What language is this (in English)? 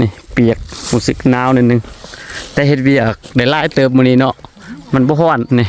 Lao